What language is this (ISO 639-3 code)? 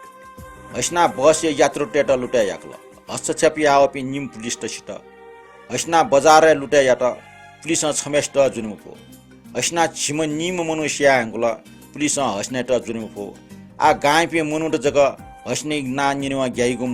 new